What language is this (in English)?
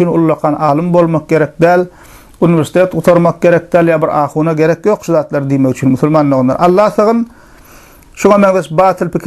Turkmen